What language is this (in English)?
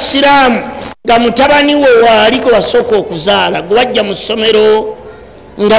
Ganda